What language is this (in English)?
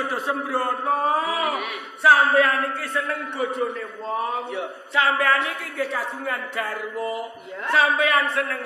Javanese